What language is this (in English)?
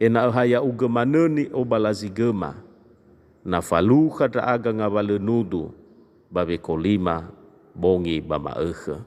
Nias